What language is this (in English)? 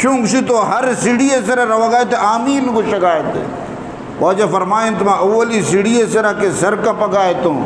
Eastern Balochi